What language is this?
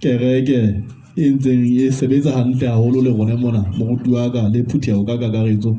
Southern Sotho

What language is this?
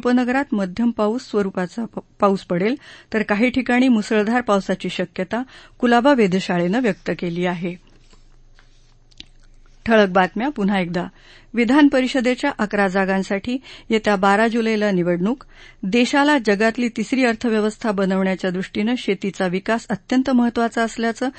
Marathi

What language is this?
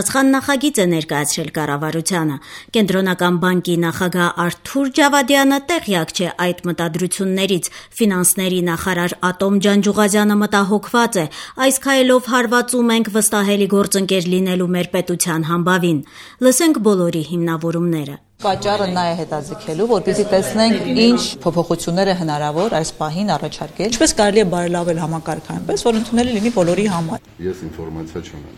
Armenian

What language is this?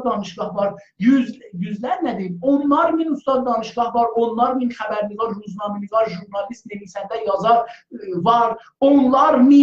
South Azerbaijani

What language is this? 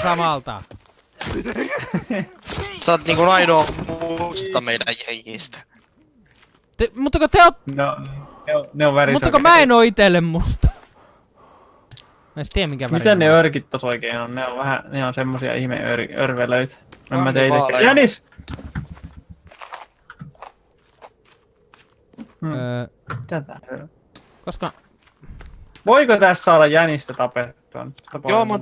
Finnish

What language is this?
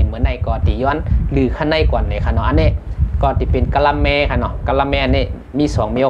Shan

